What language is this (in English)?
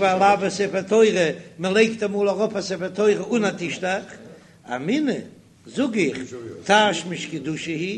Yiddish